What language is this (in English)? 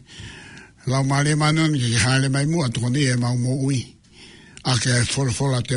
Tongan